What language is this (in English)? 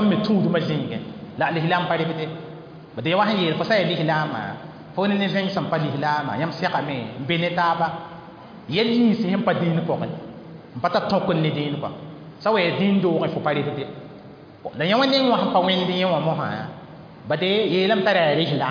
Mossi